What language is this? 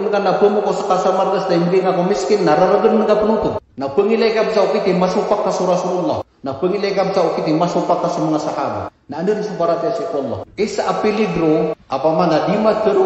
Maranao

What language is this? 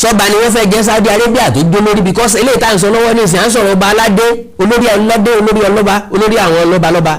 Yoruba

